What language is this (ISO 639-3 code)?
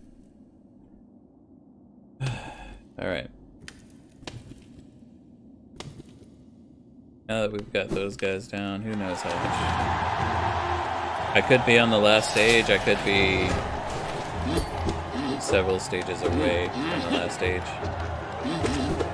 eng